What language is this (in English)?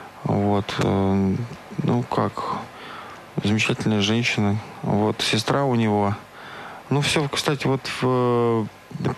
Russian